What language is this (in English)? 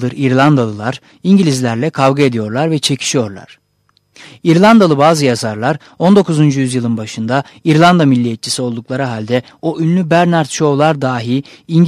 Turkish